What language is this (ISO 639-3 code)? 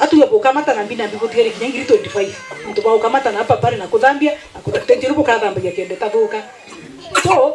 mer